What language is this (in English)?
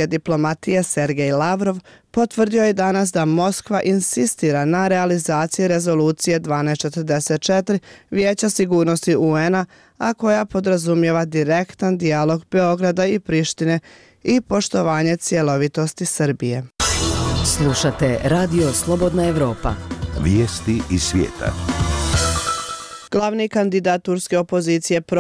Bosnian